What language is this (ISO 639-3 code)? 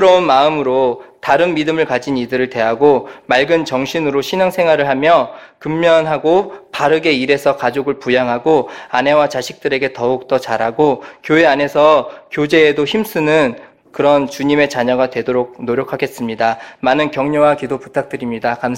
kor